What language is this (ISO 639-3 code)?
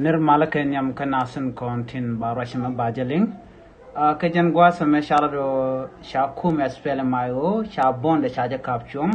nus